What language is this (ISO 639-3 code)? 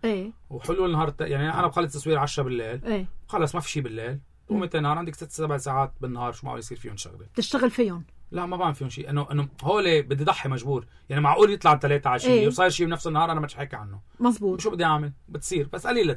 apc